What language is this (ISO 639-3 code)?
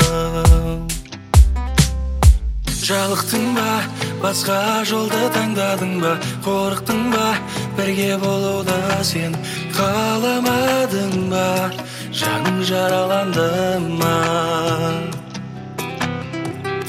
kaz